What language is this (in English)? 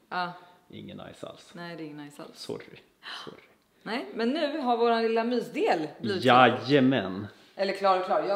Swedish